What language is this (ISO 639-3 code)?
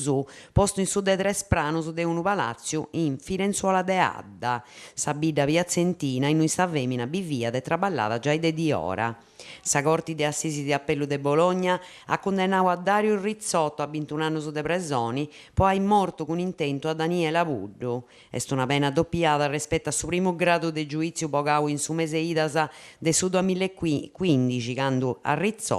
srd